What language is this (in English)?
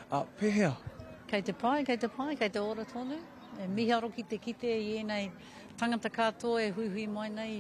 Māori